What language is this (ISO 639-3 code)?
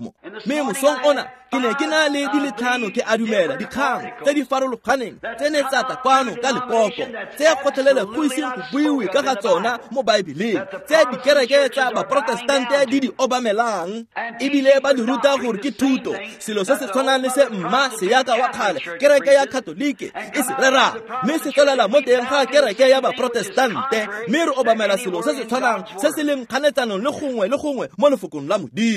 tsn